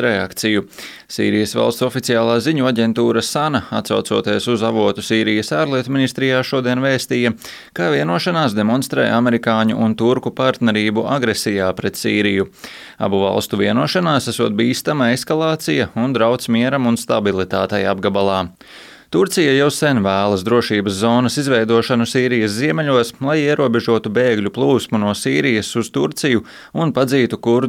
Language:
Latvian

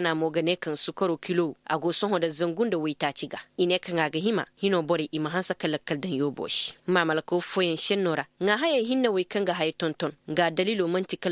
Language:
Koyraboro Senni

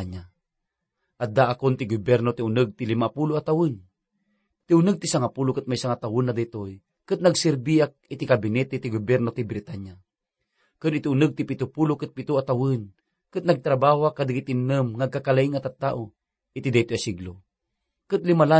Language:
Iloko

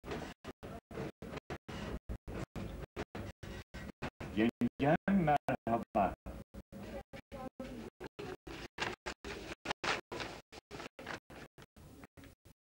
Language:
Turkish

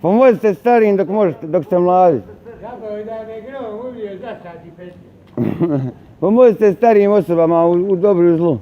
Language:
Bosnian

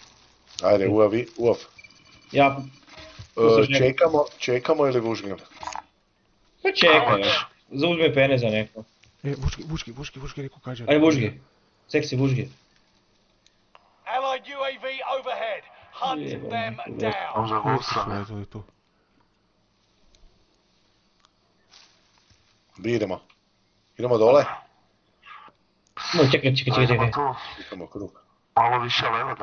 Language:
Croatian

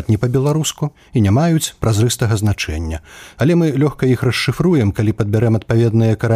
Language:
Belarusian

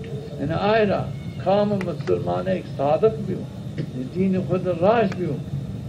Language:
Zaza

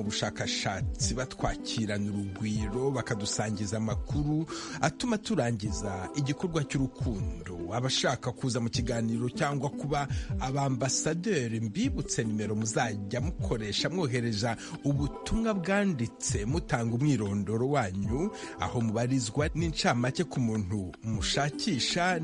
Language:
Kinyarwanda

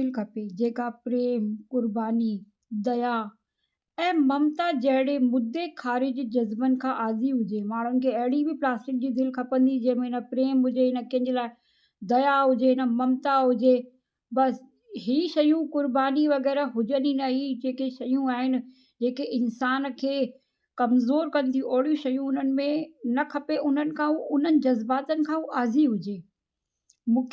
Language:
Sindhi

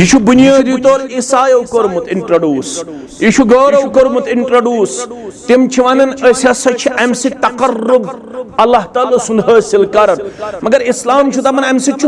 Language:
Kashmiri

